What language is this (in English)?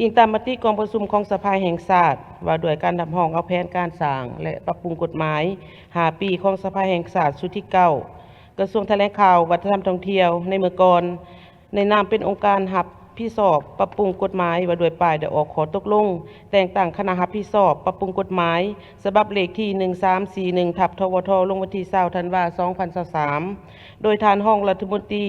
Lao